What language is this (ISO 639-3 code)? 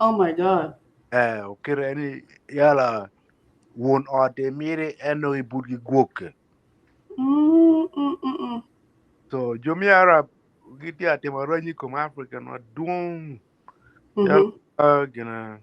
ach